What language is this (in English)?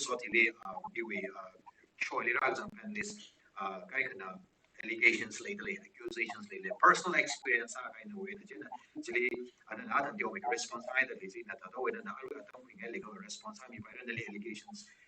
Tangkhul Naga (India)